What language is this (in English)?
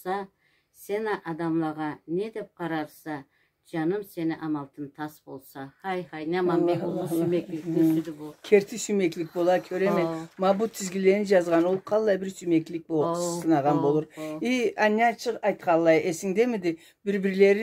Karachay-Balkar